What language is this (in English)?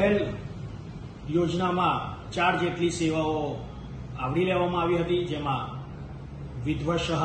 Gujarati